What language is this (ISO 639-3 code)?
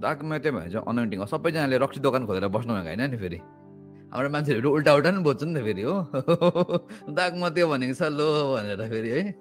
nep